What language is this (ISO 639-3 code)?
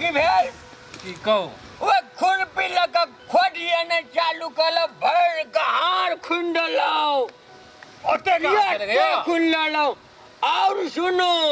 mai